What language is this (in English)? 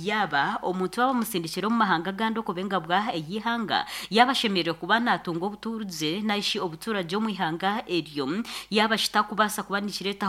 Nyankole